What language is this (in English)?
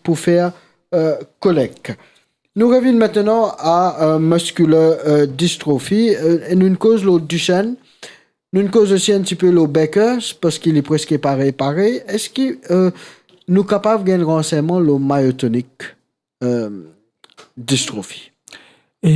Morisyen